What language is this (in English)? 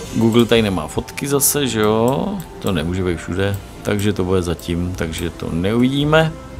Czech